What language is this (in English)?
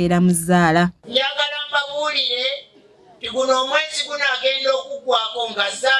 Ganda